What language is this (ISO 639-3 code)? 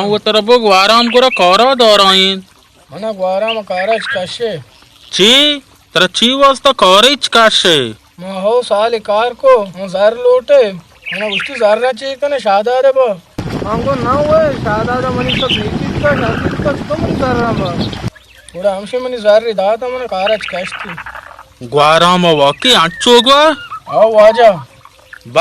bal